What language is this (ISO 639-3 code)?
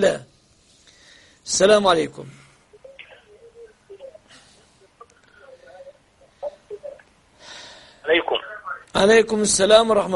ara